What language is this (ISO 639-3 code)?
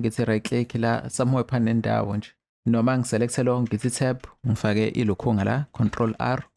zul